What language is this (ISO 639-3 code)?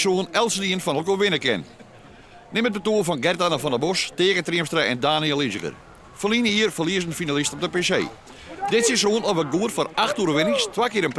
fry